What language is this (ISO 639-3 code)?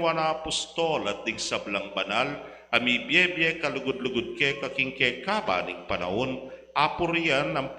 pam